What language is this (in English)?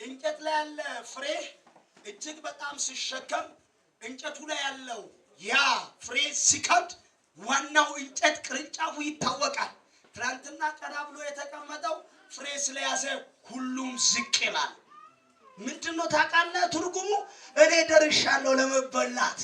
Amharic